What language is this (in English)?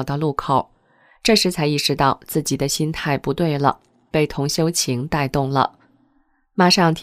Chinese